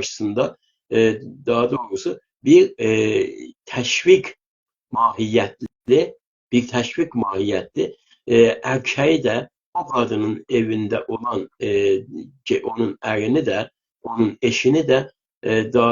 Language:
South Azerbaijani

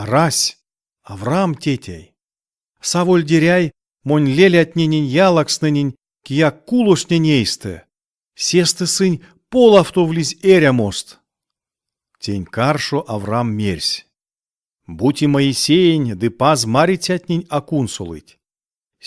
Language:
Erzya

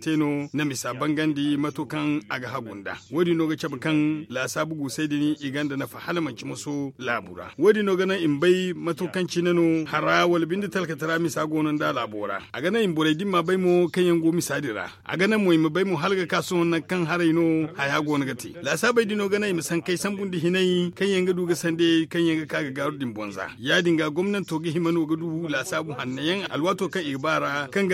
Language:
Zarma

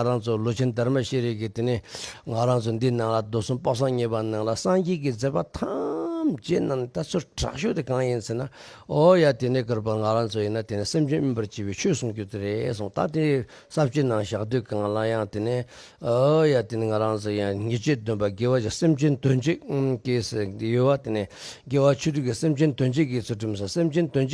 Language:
Tibetan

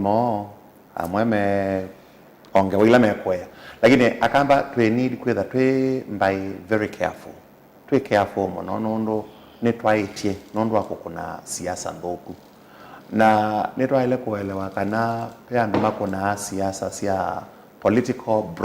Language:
Kamba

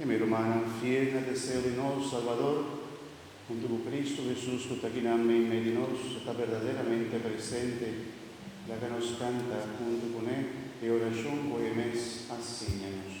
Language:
Papiamento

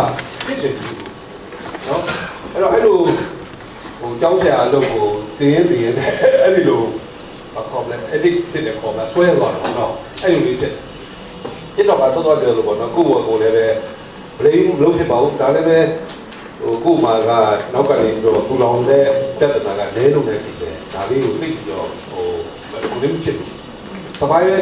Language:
Burmese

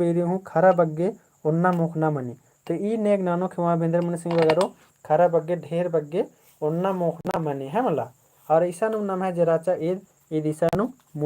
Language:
Kurukh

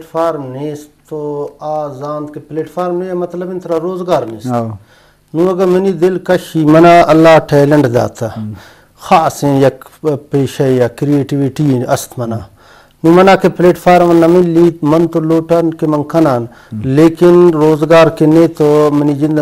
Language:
Eastern Balochi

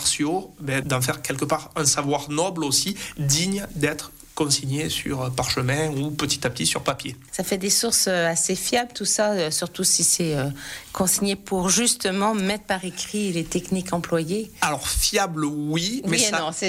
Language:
French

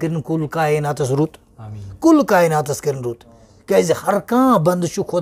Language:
Kashmiri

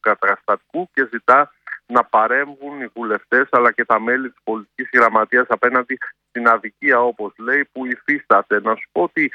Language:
Greek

